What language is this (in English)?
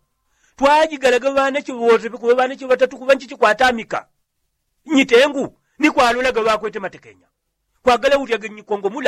Yao